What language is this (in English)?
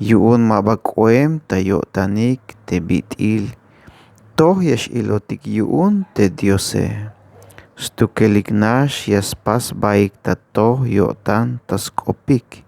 Tzeltal